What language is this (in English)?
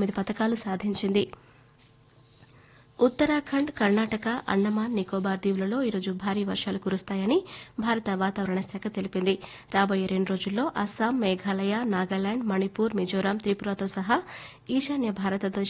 Telugu